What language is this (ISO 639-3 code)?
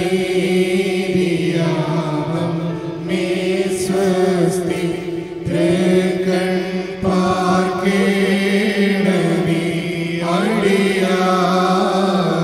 mal